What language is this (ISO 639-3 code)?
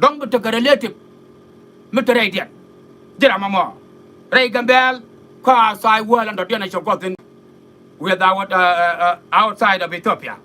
nus